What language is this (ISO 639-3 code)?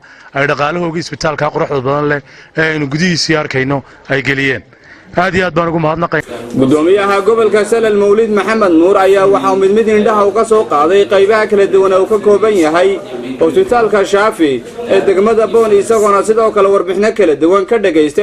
som